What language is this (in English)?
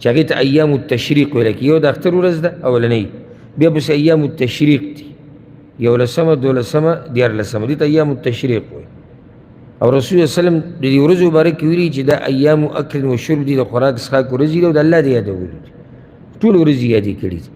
Pashto